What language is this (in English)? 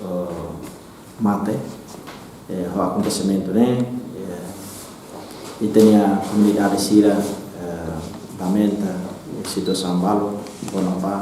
Tetum